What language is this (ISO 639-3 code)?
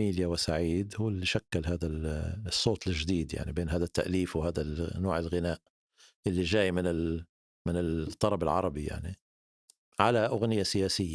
apc